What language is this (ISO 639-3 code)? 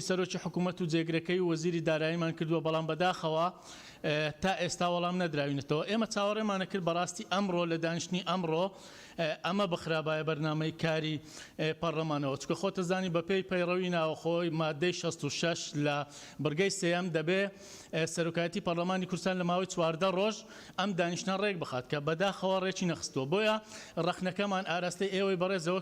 ckb